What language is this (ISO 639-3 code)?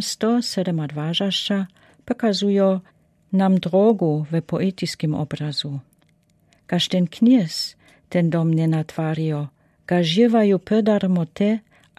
dsb